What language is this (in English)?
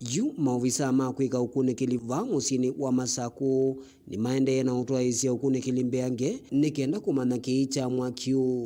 Kamba